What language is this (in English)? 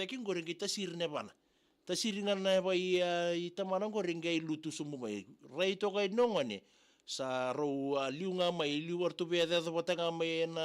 Fijian